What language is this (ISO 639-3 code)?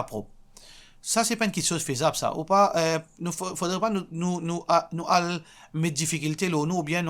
mfe